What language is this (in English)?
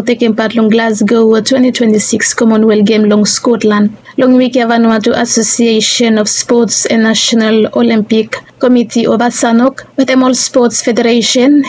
Bislama